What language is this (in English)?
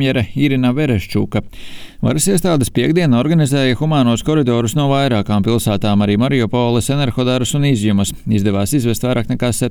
Latvian